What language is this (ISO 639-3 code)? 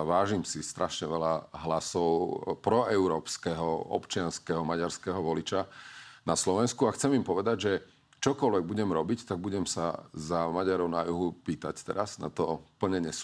slk